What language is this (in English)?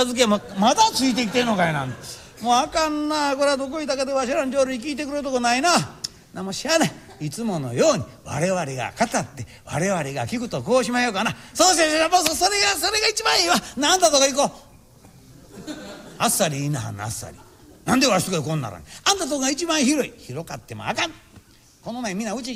Japanese